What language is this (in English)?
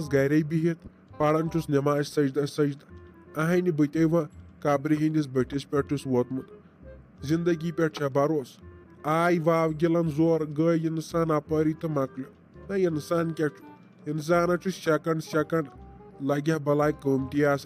Kashmiri